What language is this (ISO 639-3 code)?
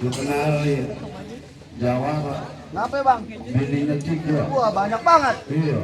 bew